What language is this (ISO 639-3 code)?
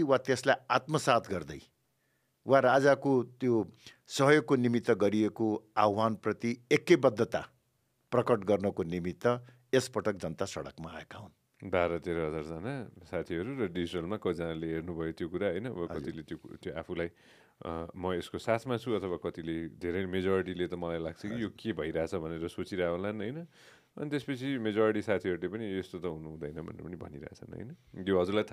nep